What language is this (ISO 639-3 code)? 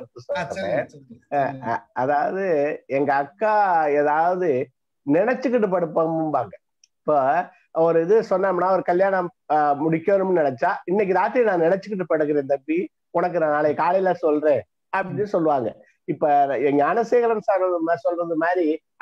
tam